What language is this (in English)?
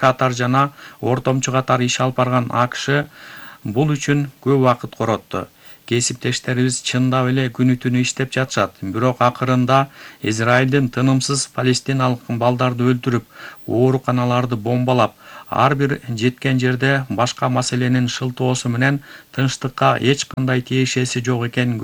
Kyrgyz